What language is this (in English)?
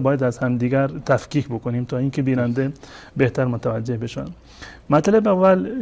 Persian